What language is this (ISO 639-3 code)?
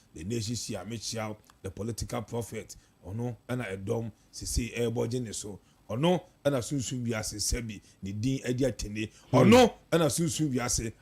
aka